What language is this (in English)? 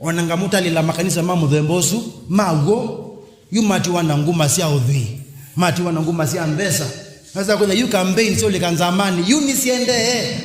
Kamba